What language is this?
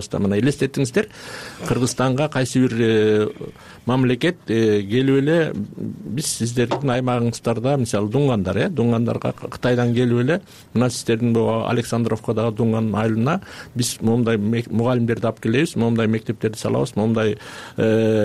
Kyrgyz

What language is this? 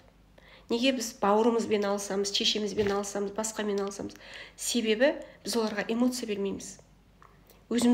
Kazakh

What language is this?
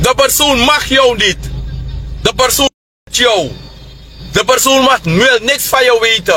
Sranan Tongo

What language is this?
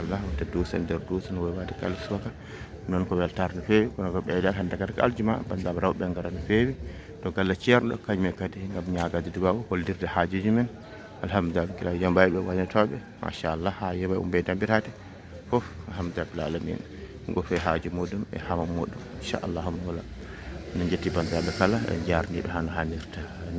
Fula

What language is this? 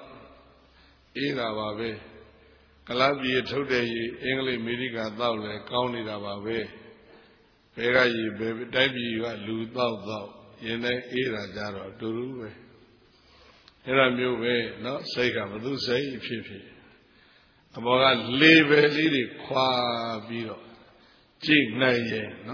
Burmese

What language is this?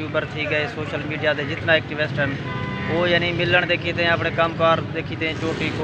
Saraiki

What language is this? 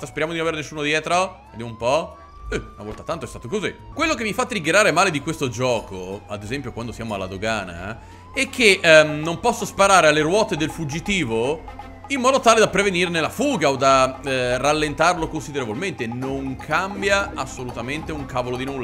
Italian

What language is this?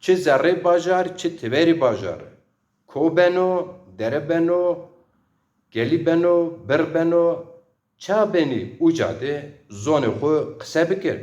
Zaza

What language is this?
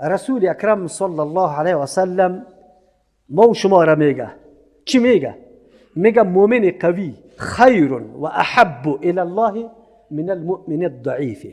Persian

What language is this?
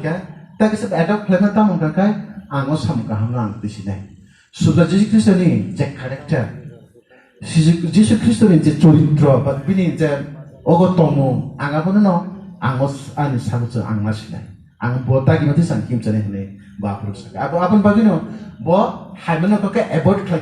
Kok Borok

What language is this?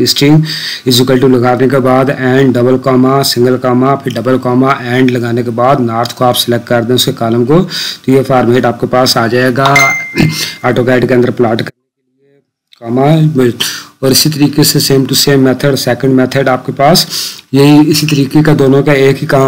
Hindi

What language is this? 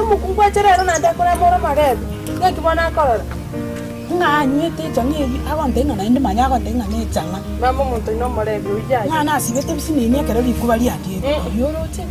Gusii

